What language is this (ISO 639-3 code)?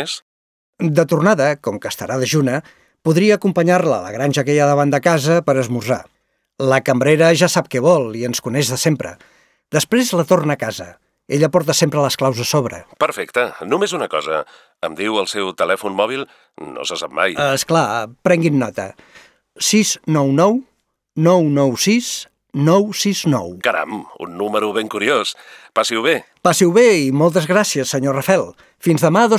cat